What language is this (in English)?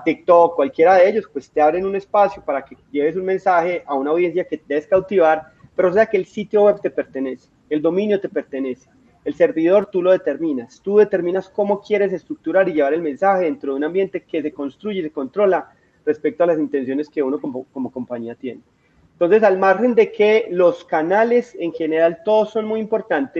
Spanish